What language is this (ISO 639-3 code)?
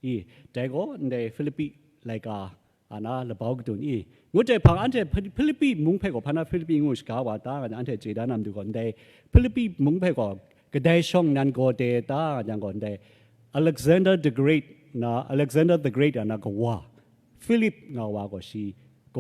kac